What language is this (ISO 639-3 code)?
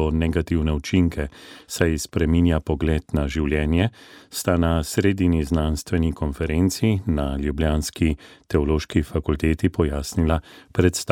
slv